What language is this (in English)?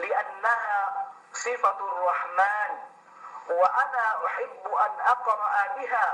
Yakan